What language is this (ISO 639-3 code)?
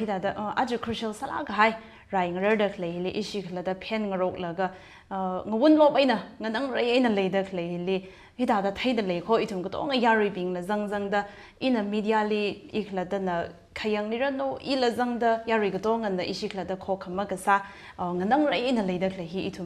nmf